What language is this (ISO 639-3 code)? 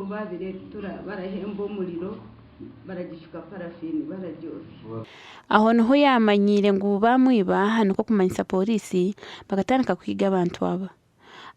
nyn